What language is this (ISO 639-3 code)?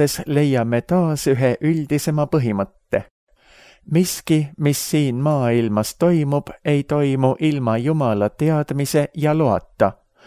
est